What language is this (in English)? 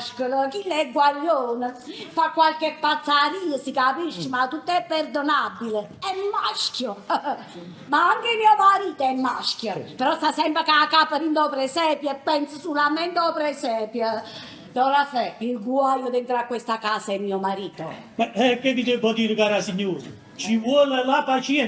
Neapolitan